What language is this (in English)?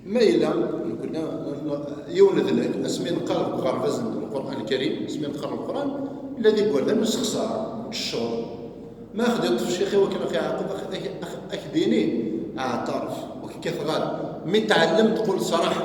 Kabyle